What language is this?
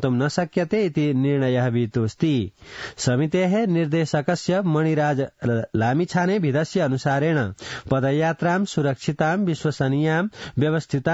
Sanskrit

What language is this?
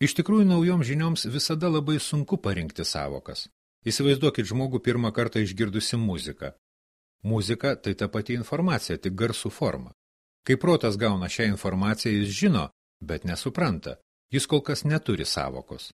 Lithuanian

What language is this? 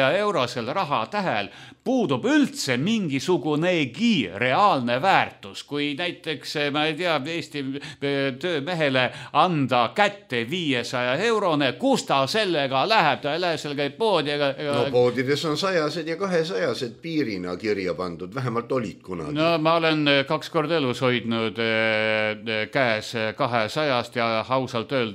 Estonian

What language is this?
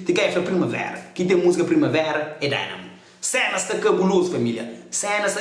Kabuverdianu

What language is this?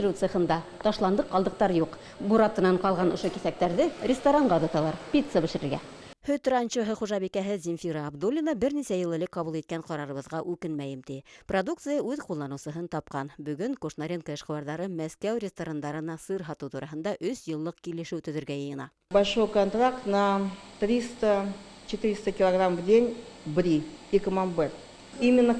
Bashkir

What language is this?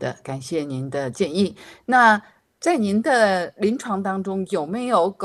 Chinese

